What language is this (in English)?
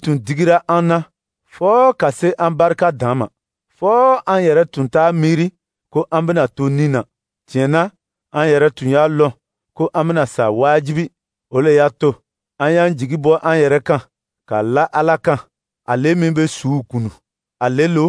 Dyula